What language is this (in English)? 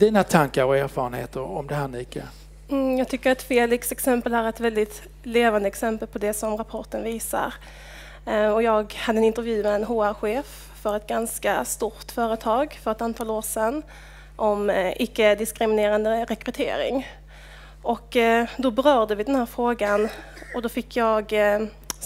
Swedish